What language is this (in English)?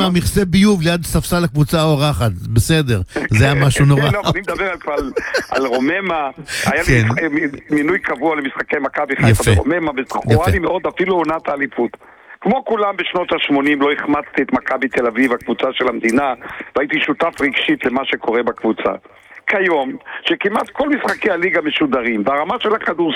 Hebrew